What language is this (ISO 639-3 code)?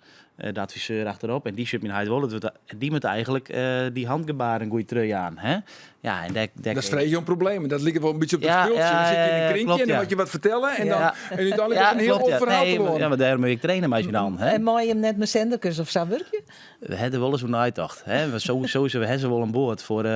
fry